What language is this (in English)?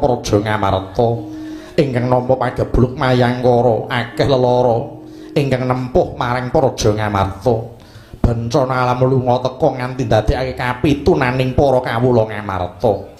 Javanese